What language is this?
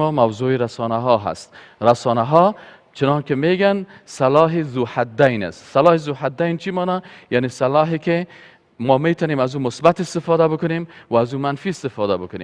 Persian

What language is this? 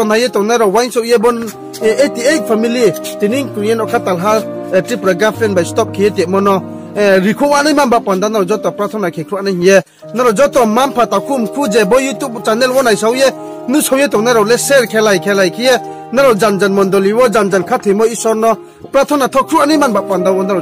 Riang (India)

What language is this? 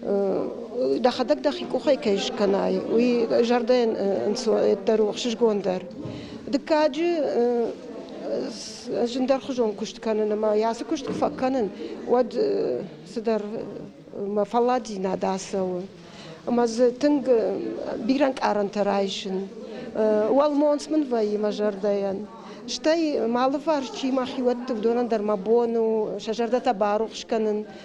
Ossetic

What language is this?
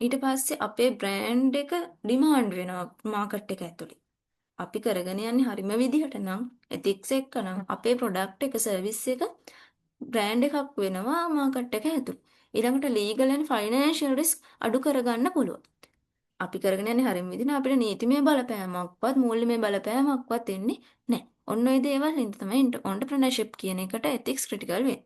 Sinhala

